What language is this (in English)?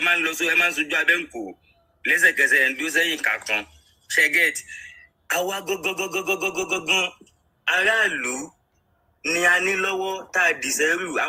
Yoruba